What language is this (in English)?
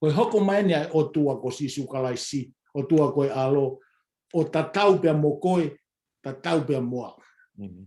Tongan